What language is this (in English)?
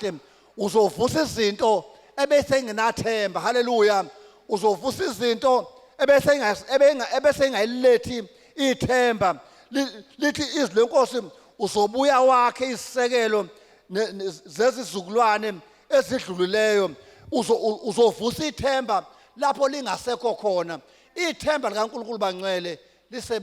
Zulu